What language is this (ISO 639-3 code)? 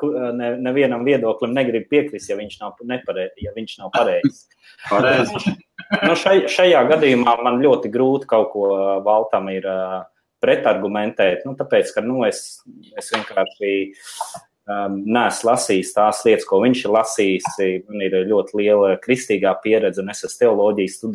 lav